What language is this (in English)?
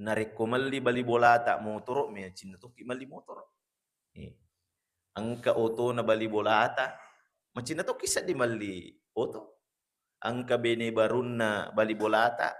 Buginese